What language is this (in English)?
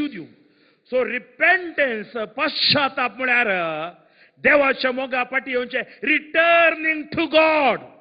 Konkani